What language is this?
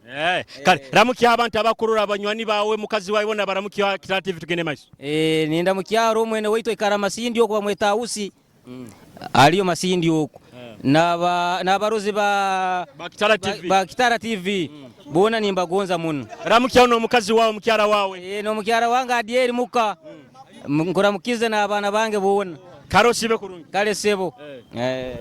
Nyoro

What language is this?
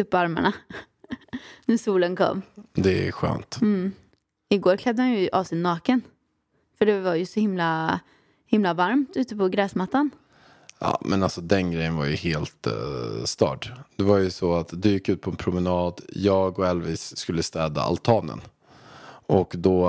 Swedish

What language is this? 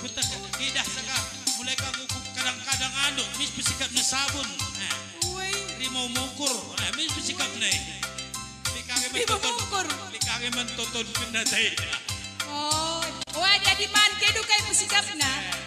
Batak Karo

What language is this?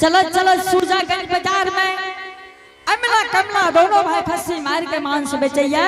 Angika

